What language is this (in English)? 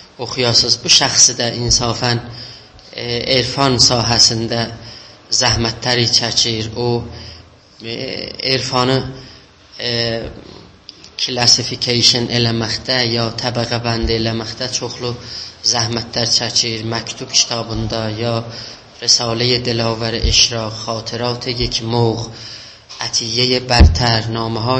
South Azerbaijani